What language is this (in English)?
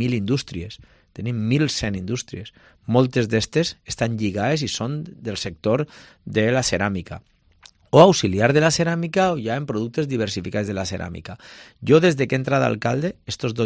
Catalan